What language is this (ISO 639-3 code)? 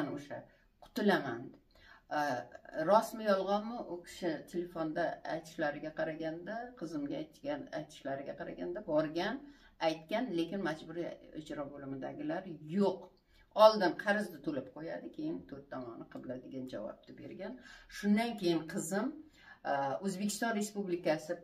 uzb